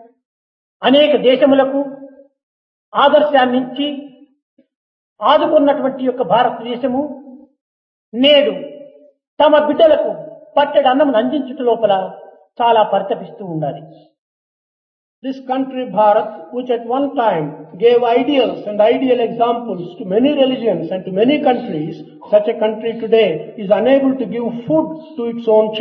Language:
Telugu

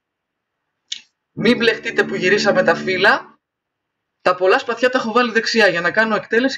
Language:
Greek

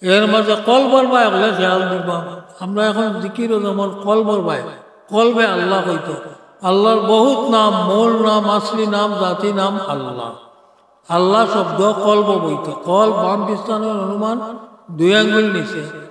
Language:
Sylheti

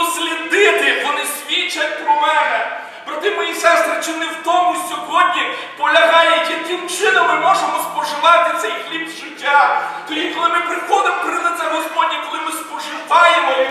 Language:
Ukrainian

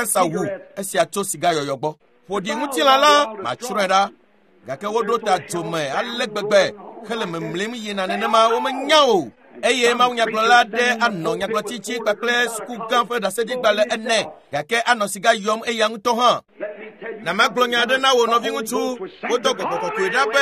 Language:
Ewe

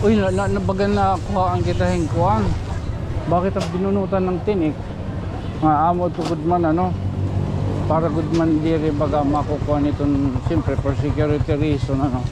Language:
Waray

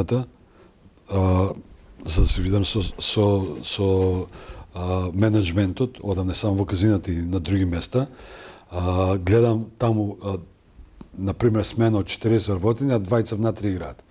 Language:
Macedonian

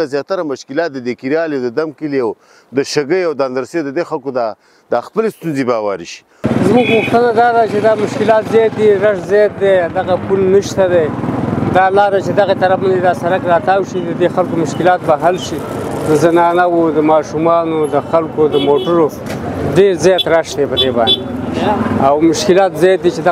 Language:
Pashto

